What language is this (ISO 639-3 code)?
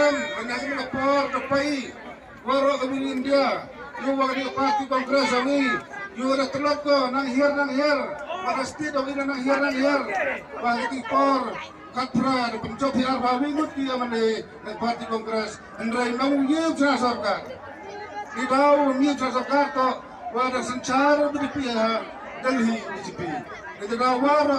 kha